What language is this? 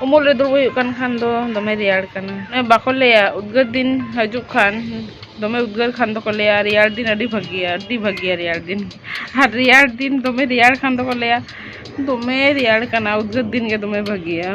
Santali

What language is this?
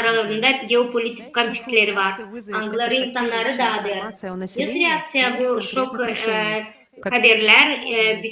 Gagauz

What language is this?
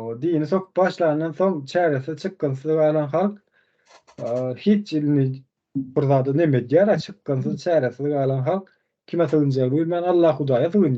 Turkmen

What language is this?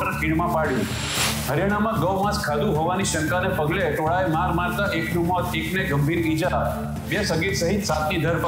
Gujarati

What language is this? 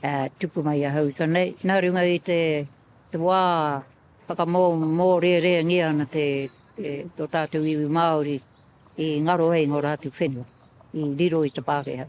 Māori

